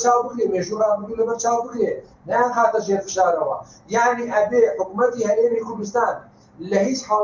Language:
Central Kurdish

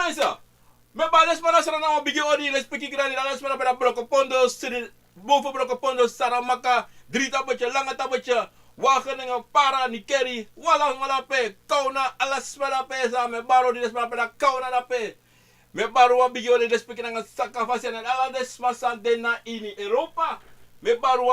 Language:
Sranan Tongo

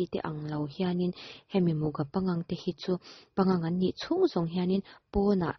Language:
Mizo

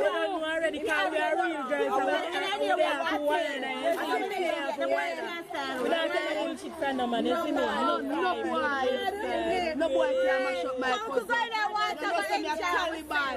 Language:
Jamaican Creole English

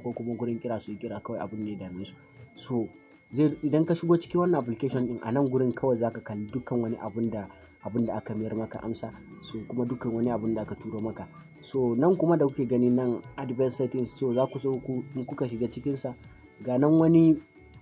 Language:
Hausa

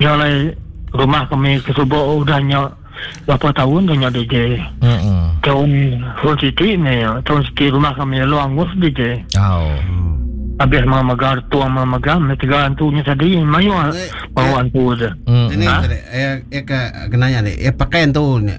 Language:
Iban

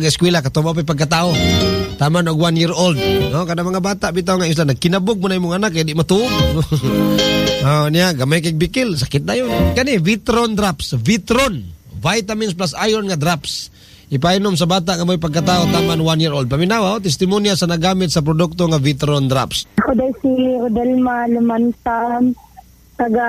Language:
Cebuano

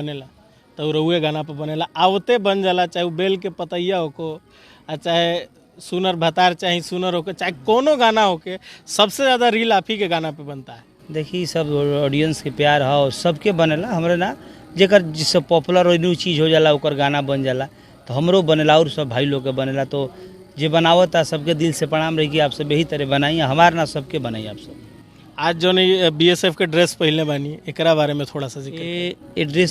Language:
Bhojpuri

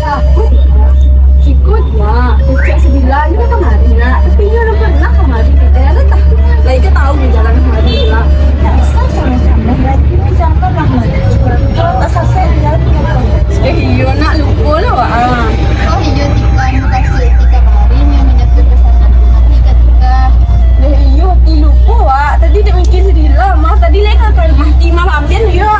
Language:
Minangkabau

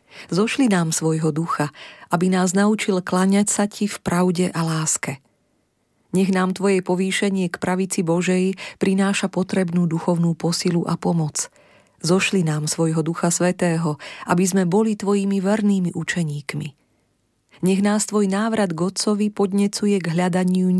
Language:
Slovak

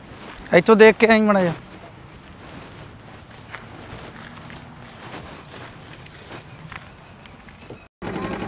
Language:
Punjabi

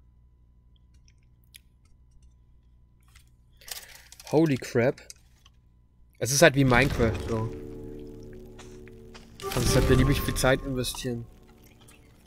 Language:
German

